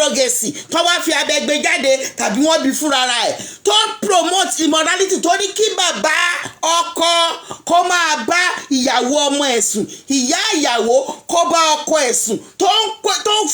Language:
Yoruba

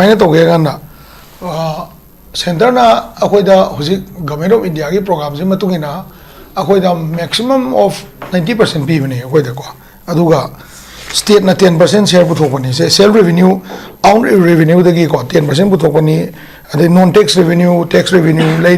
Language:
Manipuri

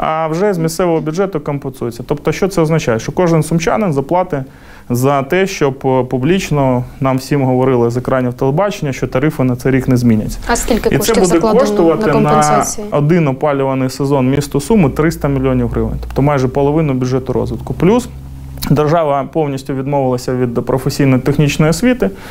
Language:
Ukrainian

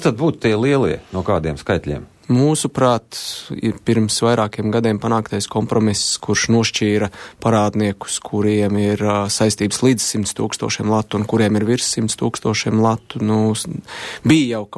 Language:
Latvian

